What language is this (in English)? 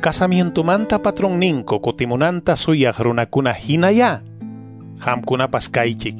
Quechua